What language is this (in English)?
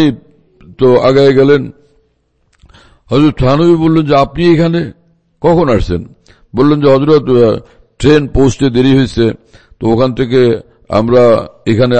Bangla